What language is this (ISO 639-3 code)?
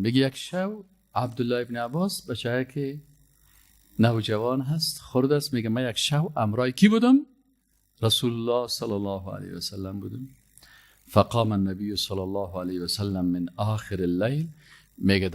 fas